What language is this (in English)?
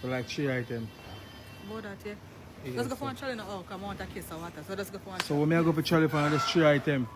Jamaican Creole English